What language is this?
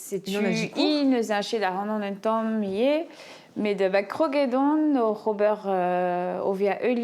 Breton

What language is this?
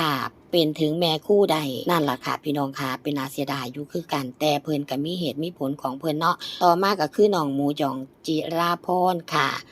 Lao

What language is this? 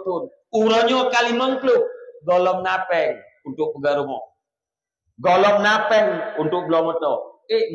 Achinese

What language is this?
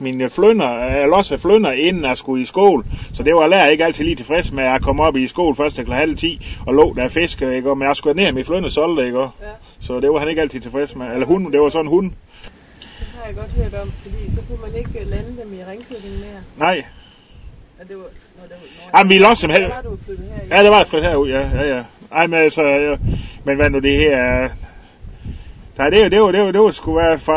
Danish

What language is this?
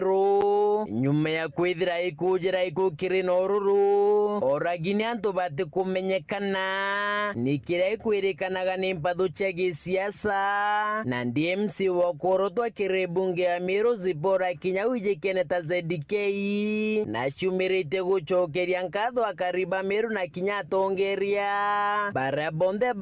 Meru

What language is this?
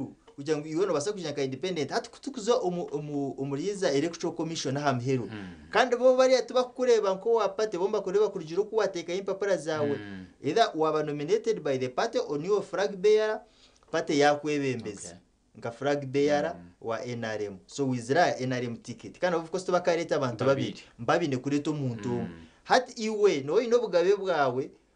Nyankole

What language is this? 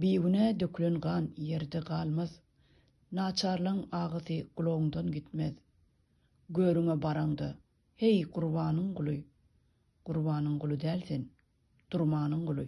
Turkmen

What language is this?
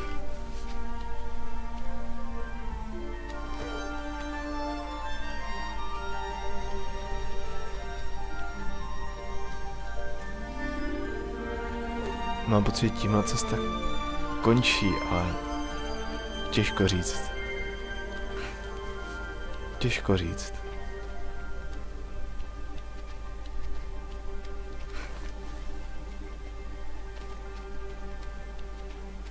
Czech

